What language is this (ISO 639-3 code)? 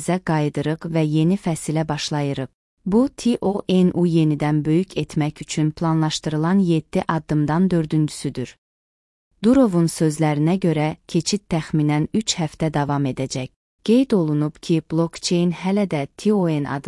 aze